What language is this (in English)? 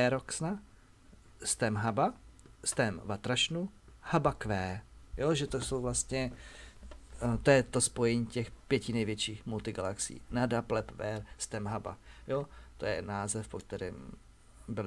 Czech